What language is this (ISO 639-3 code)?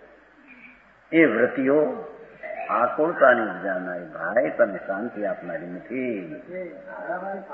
guj